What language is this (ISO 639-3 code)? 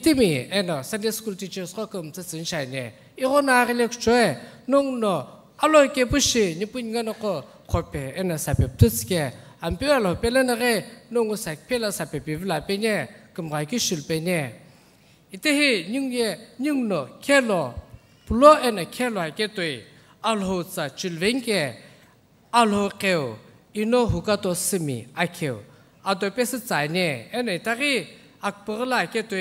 nsm